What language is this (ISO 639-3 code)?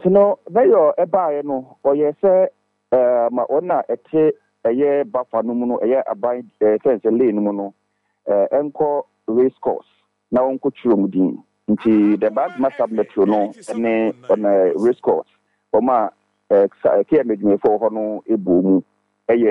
aka